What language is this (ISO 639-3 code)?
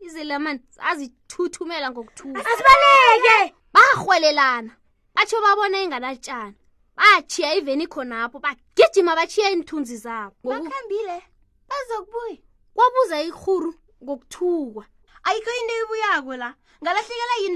nbl